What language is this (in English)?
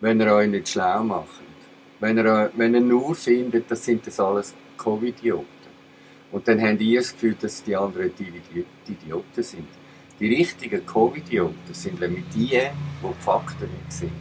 Swiss German